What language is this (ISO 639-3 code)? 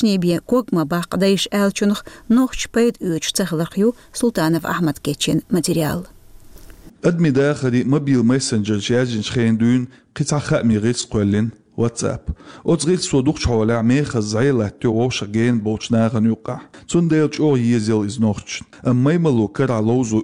che